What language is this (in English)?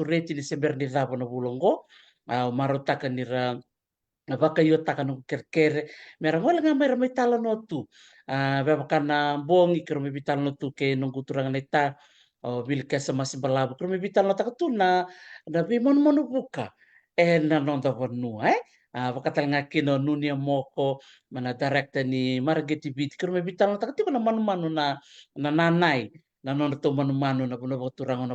Fijian